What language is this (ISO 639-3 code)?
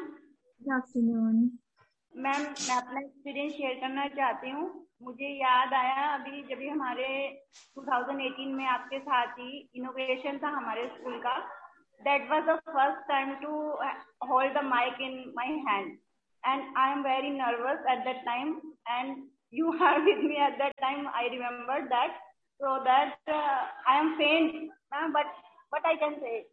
hin